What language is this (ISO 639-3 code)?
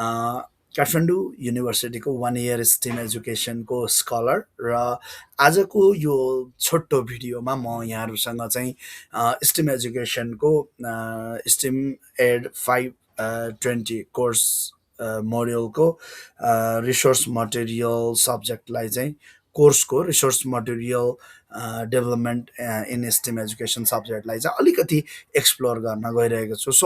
nep